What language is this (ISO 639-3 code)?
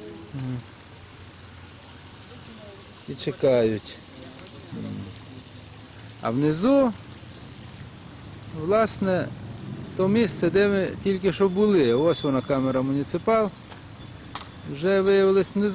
ukr